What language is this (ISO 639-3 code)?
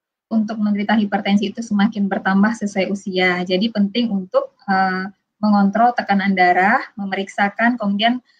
ind